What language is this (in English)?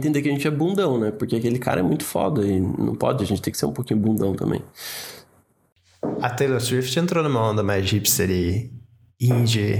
Portuguese